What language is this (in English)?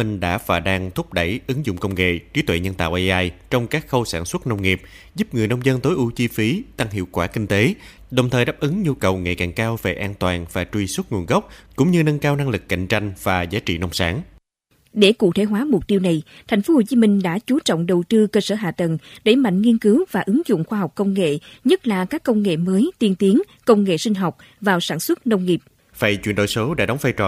Vietnamese